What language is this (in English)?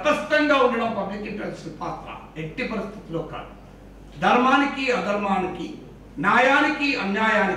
Telugu